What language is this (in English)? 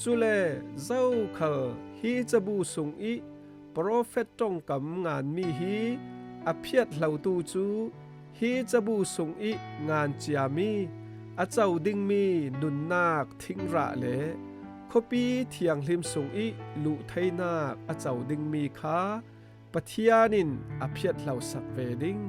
Falam Chin